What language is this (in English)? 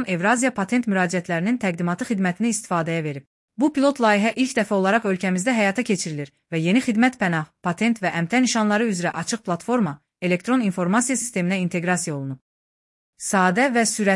Azerbaijani